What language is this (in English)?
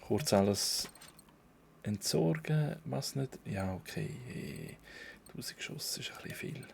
Swiss German